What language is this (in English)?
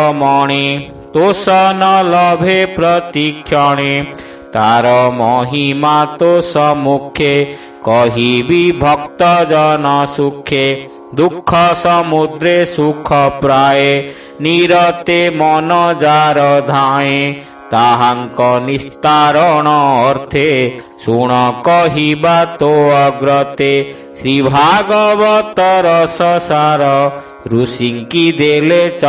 Odia